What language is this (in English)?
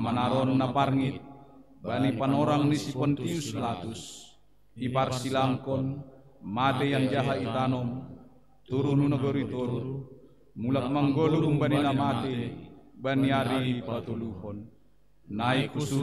Batak Simalungun